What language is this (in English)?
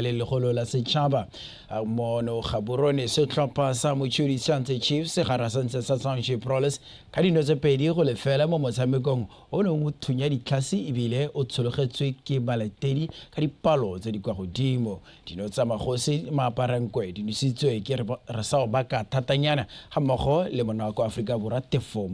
Tswana